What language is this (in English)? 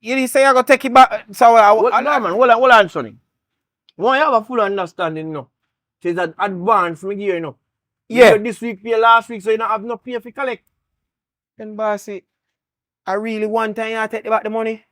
Jamaican Creole English